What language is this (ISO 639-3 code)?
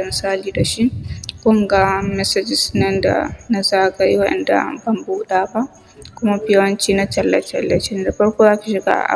hau